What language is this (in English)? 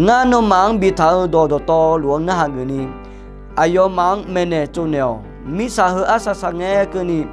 Akha